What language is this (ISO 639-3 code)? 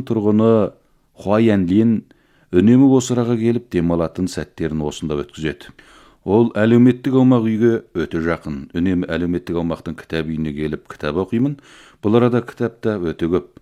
kaz